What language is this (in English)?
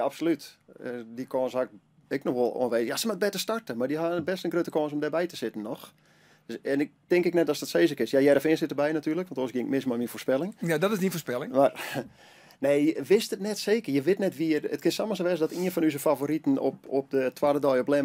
Western Frisian